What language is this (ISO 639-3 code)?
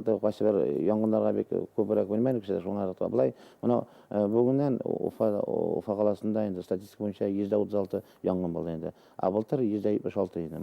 bak